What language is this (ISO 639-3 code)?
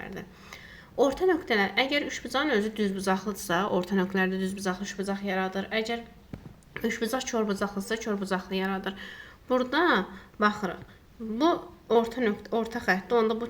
aze